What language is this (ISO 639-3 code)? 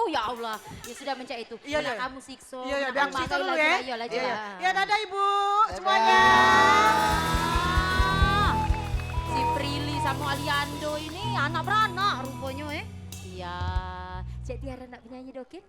mui